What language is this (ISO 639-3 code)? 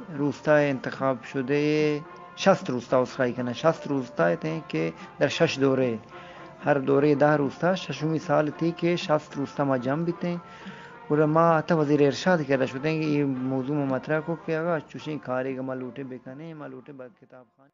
bgp